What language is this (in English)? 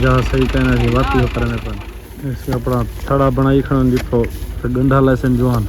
Saraiki